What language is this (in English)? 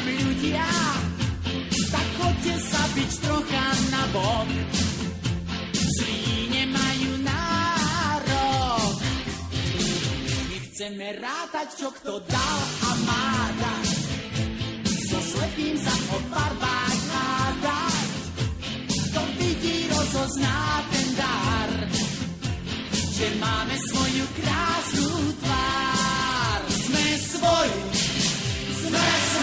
Slovak